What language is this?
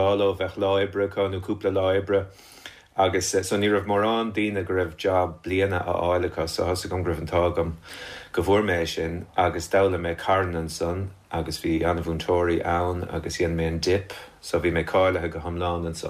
Irish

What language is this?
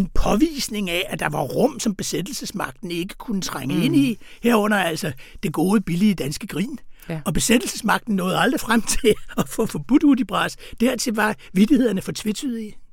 Danish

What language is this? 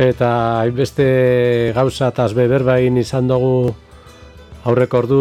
Basque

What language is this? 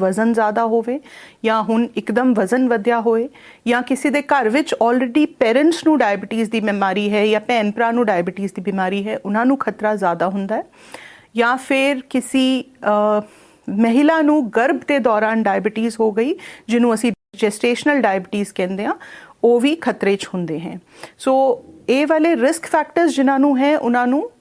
Punjabi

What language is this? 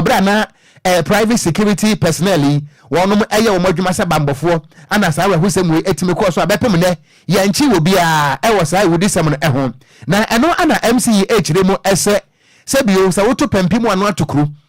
Akan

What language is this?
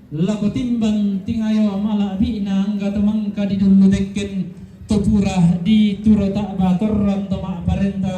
Toraja-Sa'dan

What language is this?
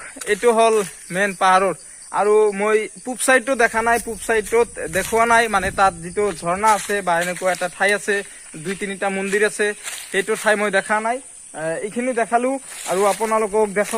Assamese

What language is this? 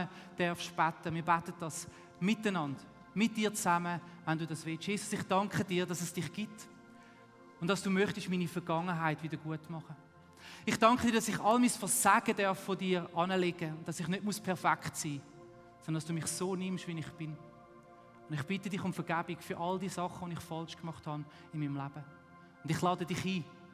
Swiss German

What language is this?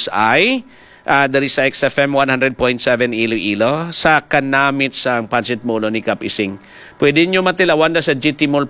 Hiligaynon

